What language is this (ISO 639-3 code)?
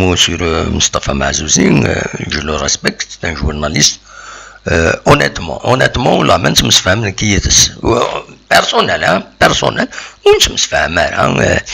kab